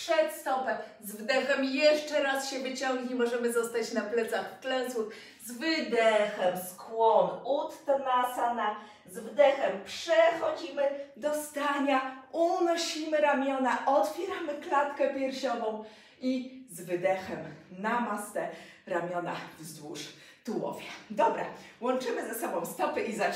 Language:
Polish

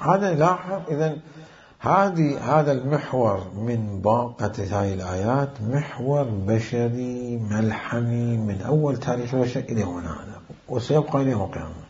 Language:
Mesopotamian Arabic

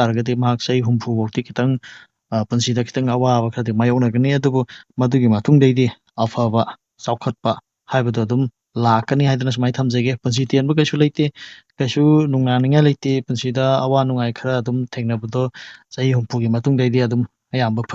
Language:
Manipuri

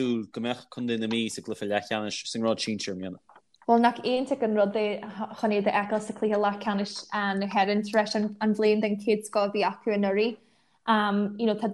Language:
Irish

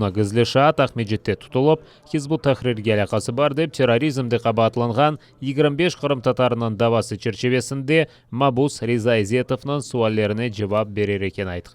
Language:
Crimean Tatar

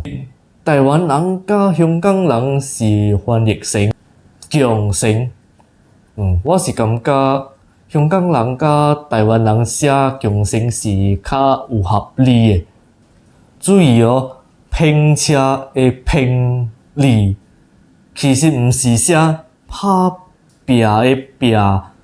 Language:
Min Nan Chinese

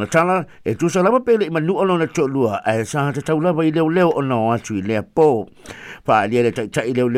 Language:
Samoan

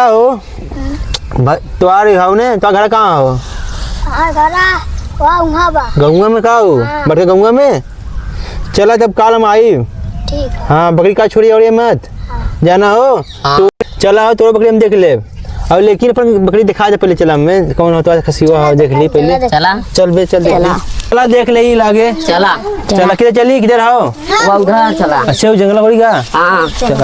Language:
Awadhi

